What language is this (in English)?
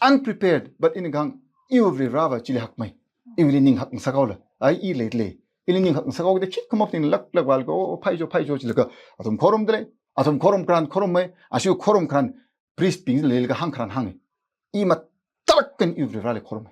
Tangkhul Naga (India)